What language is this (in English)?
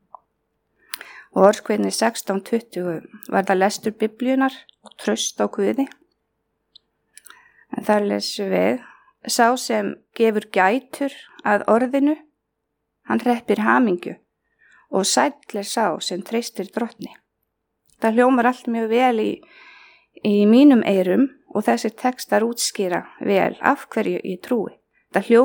Icelandic